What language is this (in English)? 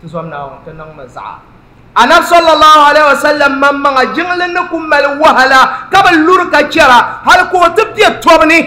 Dagbani